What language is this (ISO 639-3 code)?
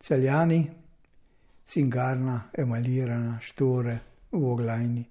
slv